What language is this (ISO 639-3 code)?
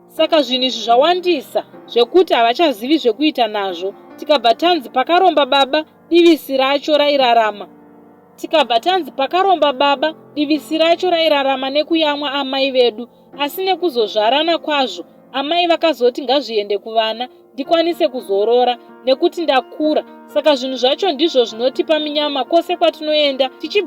sna